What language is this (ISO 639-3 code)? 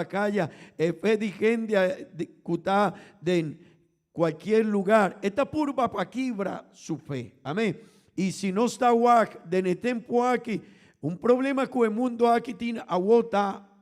pap